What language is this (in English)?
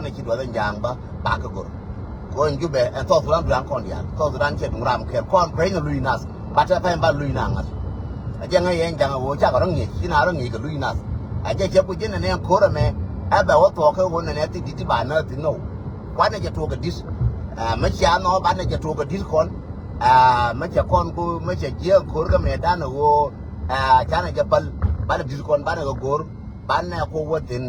Nuer